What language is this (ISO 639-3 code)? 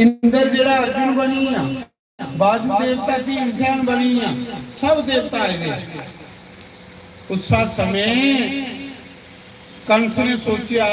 doi